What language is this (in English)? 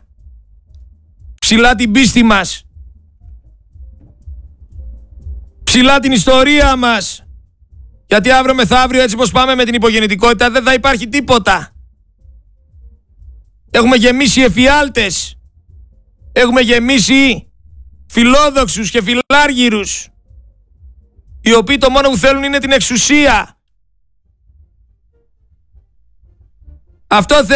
Greek